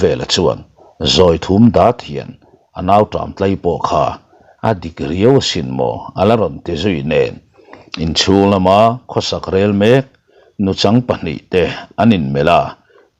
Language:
Mizo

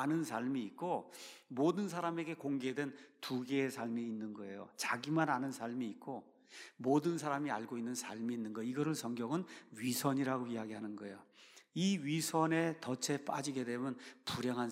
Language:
Korean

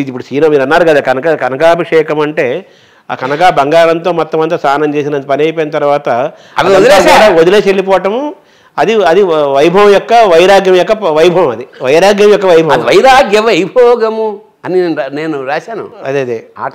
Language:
Telugu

